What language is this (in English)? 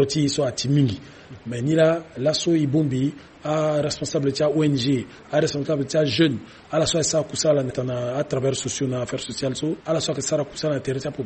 Sango